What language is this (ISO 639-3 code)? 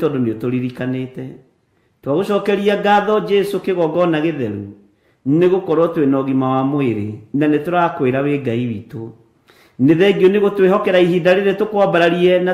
kik